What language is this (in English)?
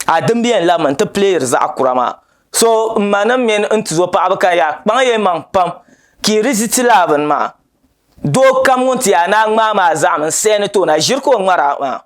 Dagbani